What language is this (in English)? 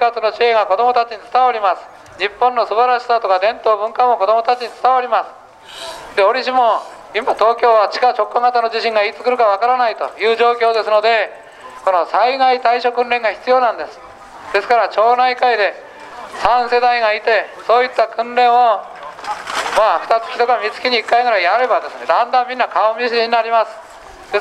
Japanese